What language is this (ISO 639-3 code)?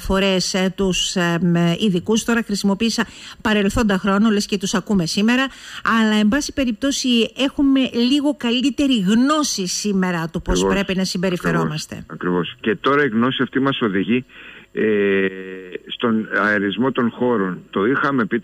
ell